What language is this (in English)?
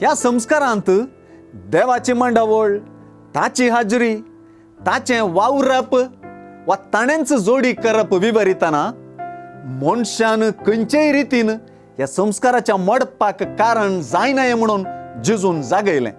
Konkani